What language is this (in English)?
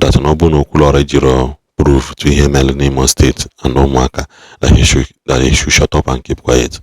Igbo